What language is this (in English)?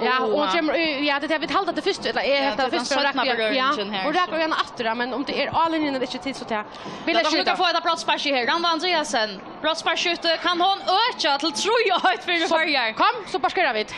Faroese